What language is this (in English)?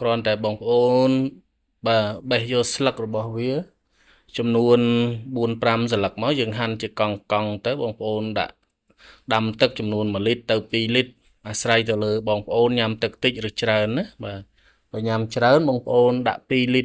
Khmer